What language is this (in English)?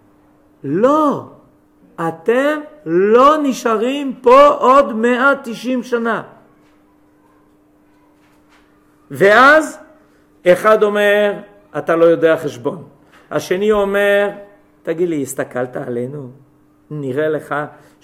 Hebrew